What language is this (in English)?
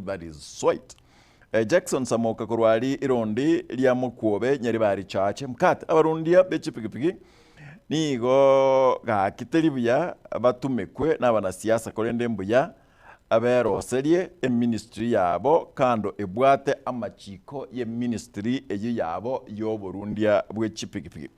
Gusii